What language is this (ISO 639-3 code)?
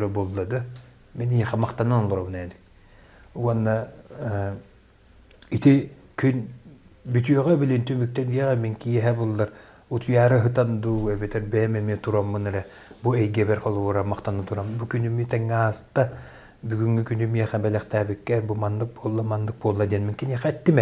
sah